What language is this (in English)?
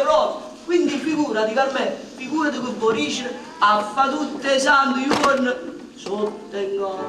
Neapolitan